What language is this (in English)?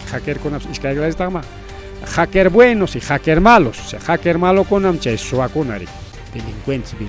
Ayacucho Quechua